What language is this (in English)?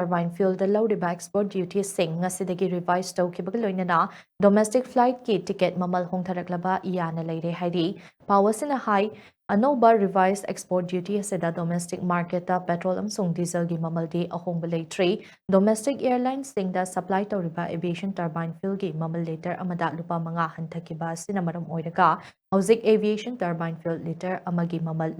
Manipuri